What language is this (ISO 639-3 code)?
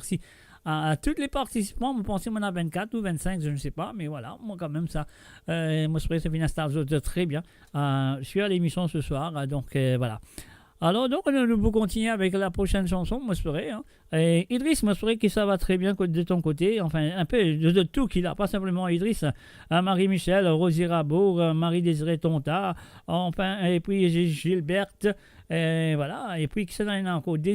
mfe